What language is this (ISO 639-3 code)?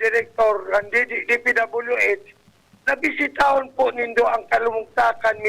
bik